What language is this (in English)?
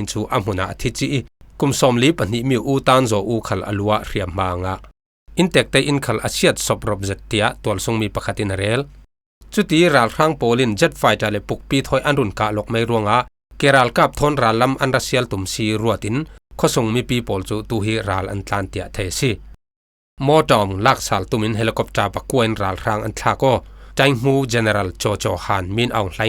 Falam Chin